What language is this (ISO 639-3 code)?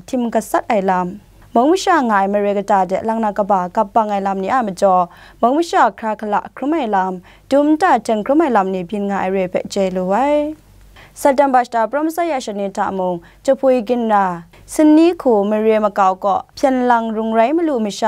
kac